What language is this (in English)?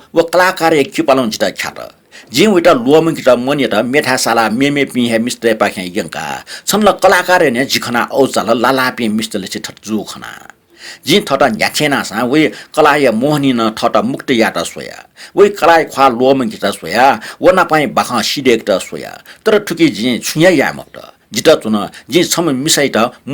Newari